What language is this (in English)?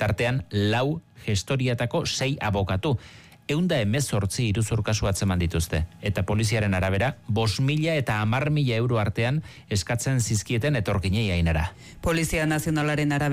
Basque